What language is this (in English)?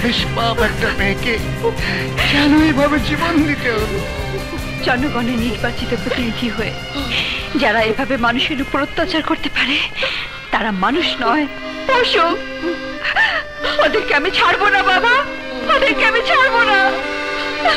Bangla